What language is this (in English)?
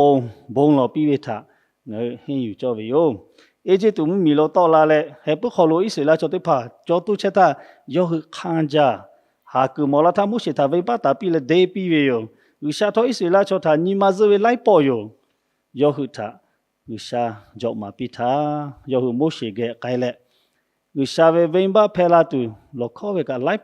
Lahu